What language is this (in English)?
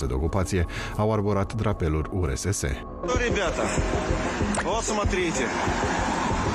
Romanian